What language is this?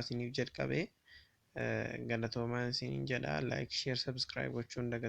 Oromo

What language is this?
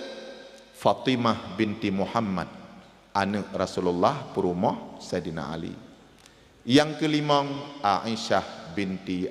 Achinese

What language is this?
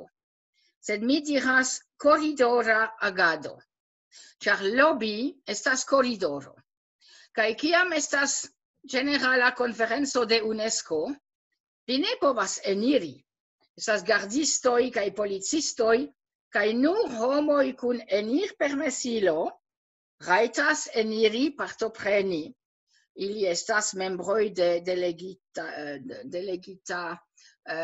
Esperanto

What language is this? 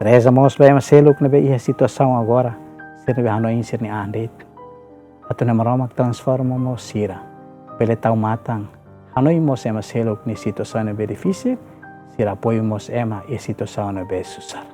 Tetum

